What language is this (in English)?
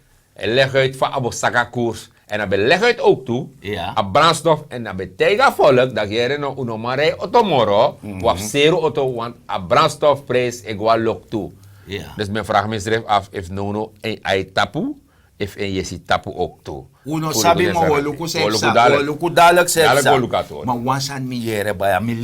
Sranan Tongo